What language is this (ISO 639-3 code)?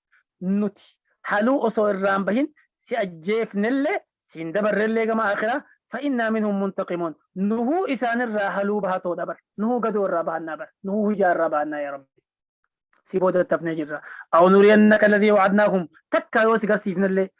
orm